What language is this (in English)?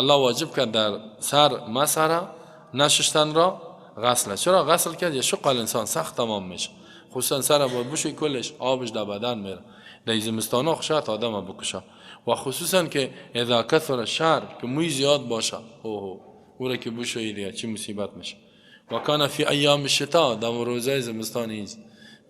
Persian